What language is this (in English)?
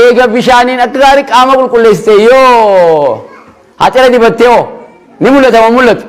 Oromo